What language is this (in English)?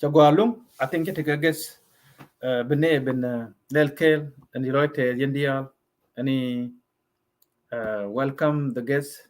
Nuer